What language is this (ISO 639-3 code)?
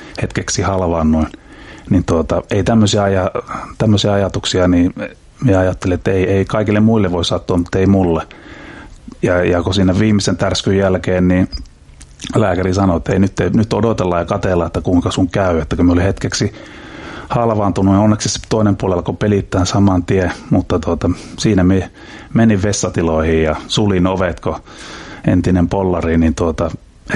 fin